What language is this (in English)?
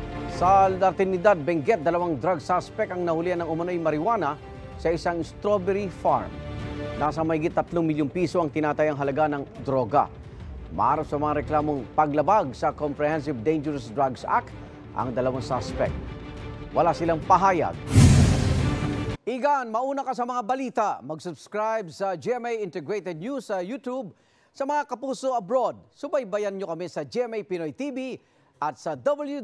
Filipino